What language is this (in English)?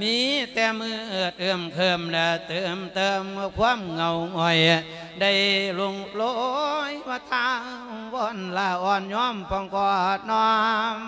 Lao